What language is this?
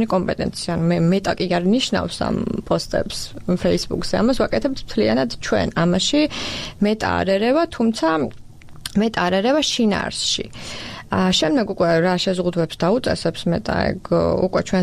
Georgian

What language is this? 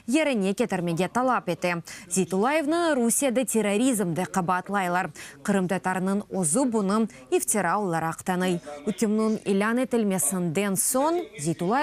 Crimean Tatar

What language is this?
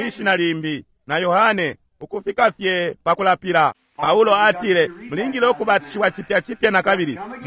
Bemba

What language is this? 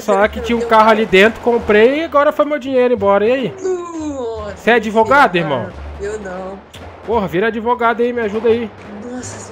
Portuguese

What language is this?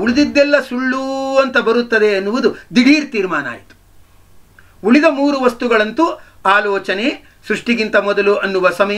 Kannada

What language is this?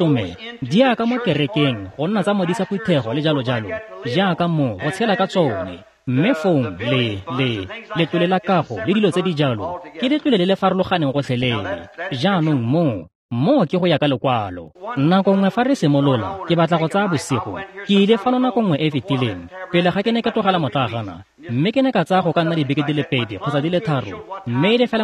Tswana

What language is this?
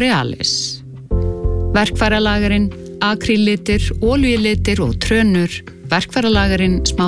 Icelandic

